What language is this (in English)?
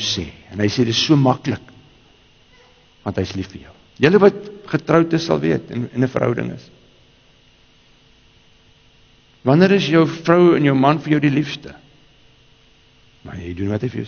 Afrikaans